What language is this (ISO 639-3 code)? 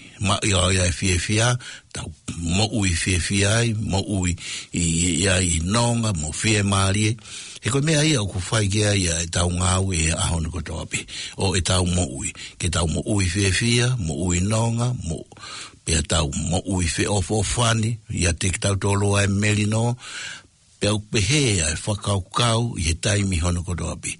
ton